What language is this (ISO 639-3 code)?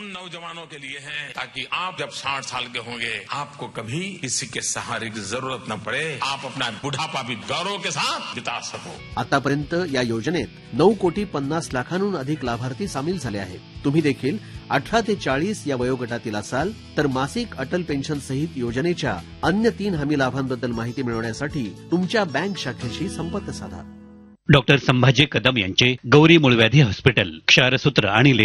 mar